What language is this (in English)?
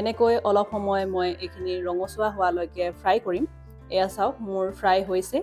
Assamese